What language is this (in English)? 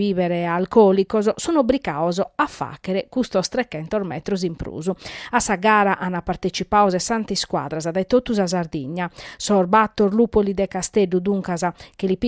Sardinian